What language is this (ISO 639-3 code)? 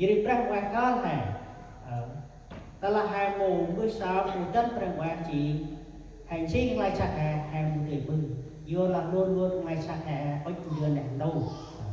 cmo